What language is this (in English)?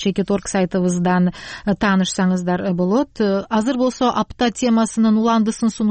Kyrgyz